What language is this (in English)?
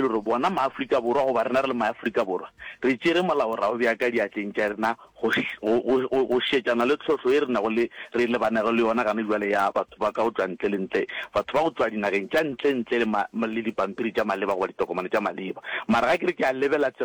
Northern Sotho